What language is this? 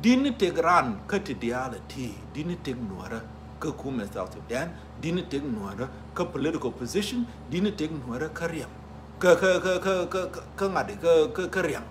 Nuer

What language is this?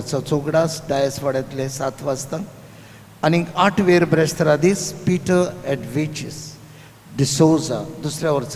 Konkani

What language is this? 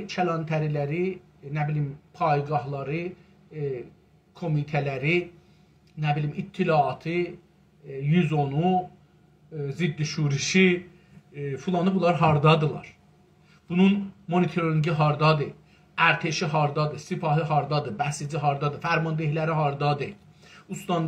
South Azerbaijani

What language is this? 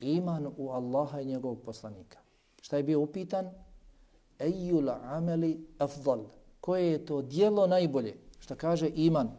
Bosnian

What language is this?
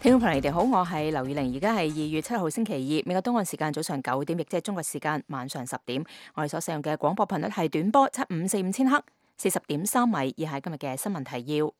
Cantonese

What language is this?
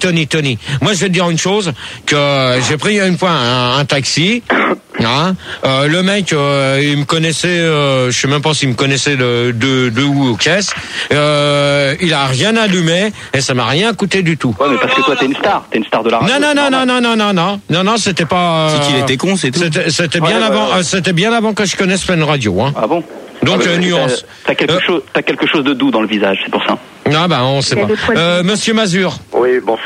French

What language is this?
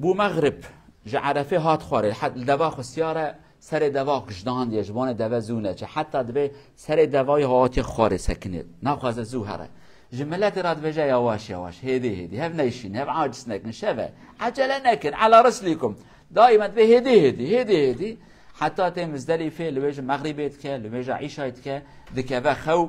Kurdish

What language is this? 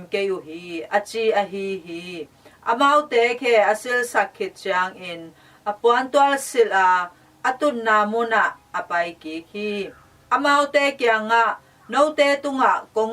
Tedim Chin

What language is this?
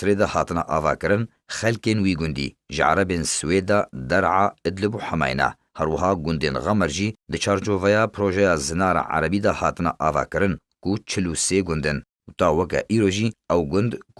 Kurdish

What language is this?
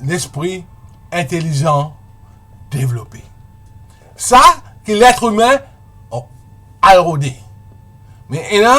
Morisyen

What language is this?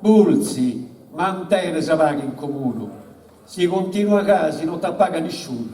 Sardinian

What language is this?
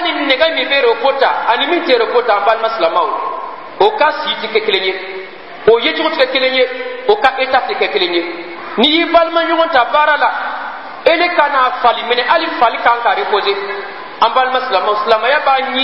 Bambara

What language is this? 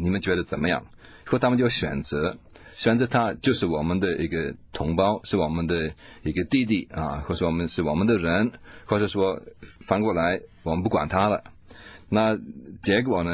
Chinese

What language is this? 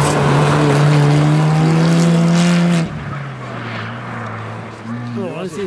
Norwegian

